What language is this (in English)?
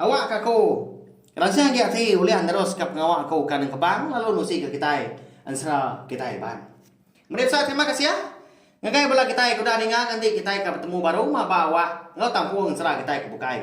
Iban